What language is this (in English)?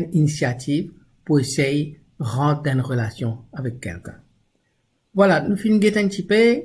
Morisyen